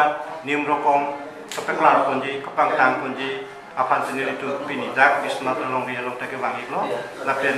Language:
Karbi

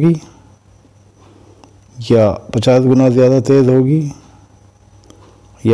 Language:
Urdu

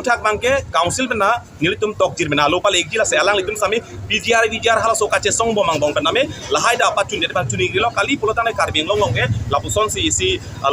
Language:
Karbi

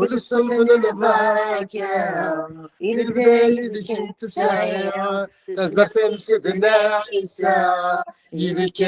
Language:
Kabyle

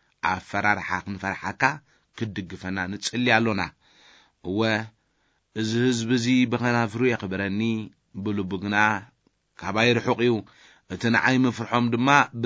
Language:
Tigrinya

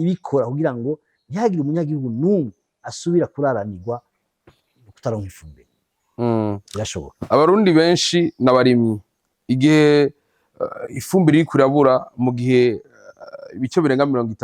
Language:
Rundi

